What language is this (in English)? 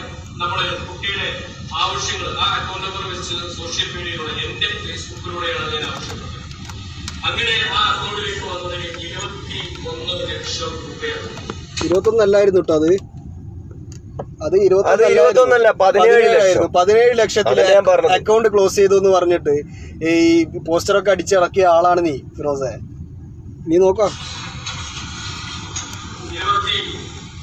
Malayalam